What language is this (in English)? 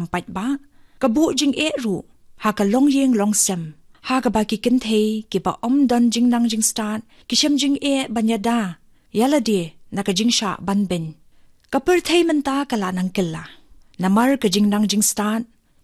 Khasi